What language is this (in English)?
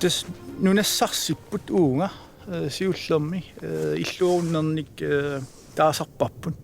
Kalaallisut